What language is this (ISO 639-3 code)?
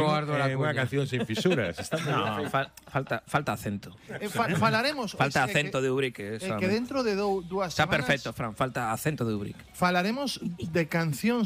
glg